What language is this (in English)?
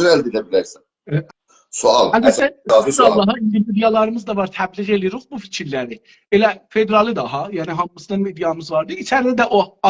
South Azerbaijani